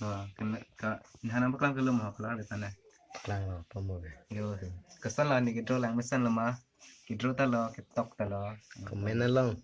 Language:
Karbi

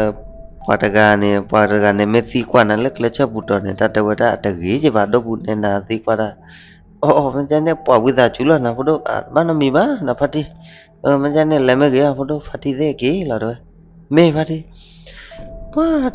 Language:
S'gaw Karen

